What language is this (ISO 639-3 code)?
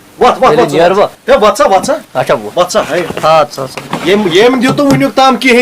kas